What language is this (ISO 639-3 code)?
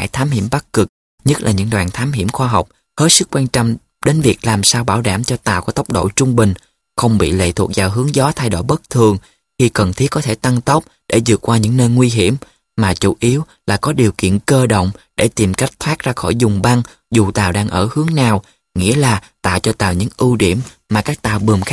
vie